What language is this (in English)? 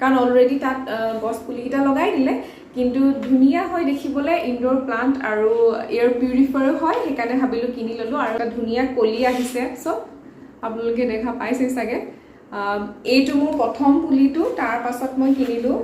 Assamese